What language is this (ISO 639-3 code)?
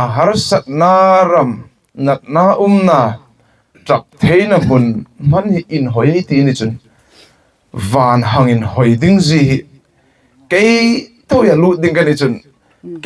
hmr